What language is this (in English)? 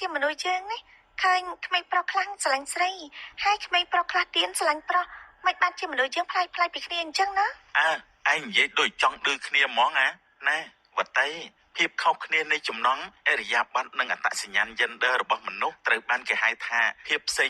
Khmer